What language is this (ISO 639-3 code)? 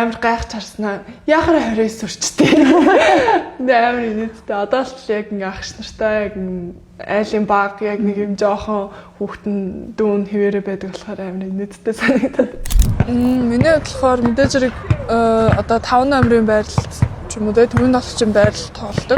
mon